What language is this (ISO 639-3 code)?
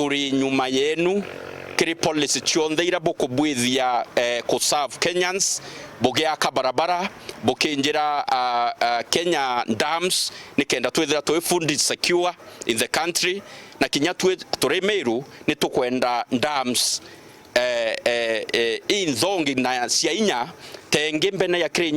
mer